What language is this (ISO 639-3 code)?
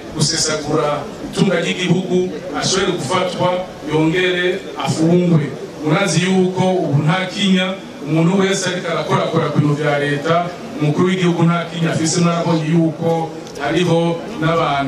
run